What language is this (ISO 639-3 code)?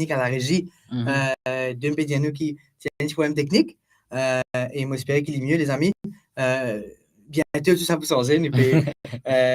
mfe